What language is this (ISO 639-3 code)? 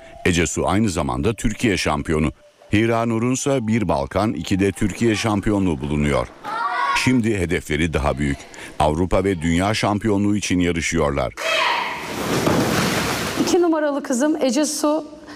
tur